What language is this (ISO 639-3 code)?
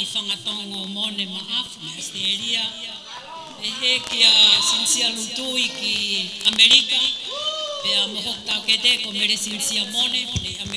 ton